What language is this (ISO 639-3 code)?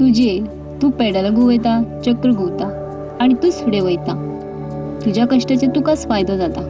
kok